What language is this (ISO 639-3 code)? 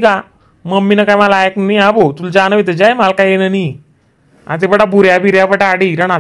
khn